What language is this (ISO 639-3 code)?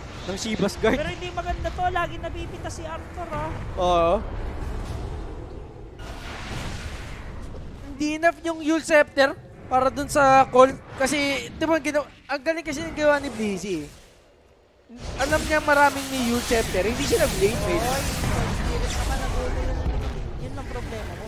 fil